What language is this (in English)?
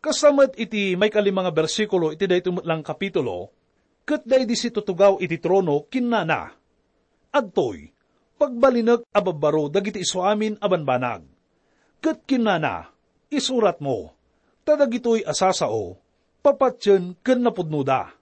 Iloko